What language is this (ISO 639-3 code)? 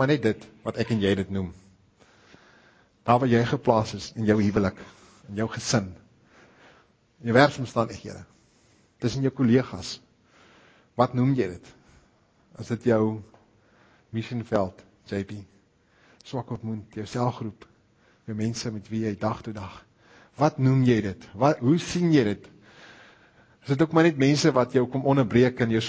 afr